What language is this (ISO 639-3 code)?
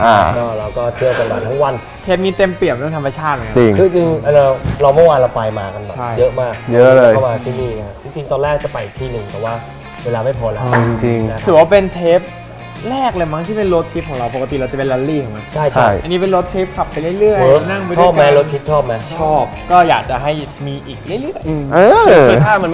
tha